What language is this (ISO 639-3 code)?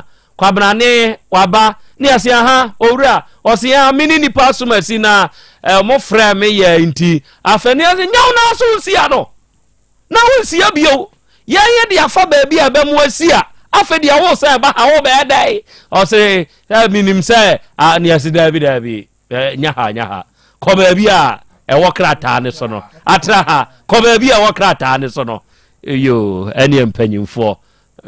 aka